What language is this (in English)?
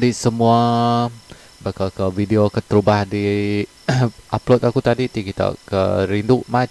Iban